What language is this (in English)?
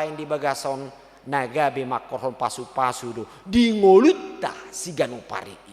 Batak Toba